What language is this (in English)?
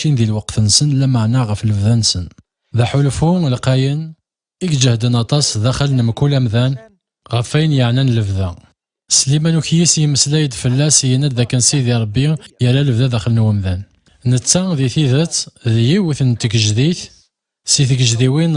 Kabyle